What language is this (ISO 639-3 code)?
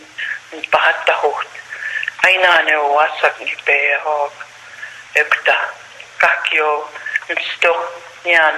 crk